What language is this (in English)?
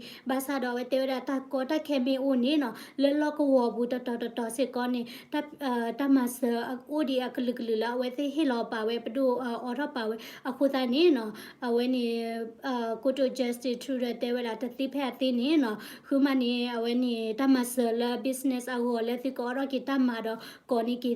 S'gaw Karen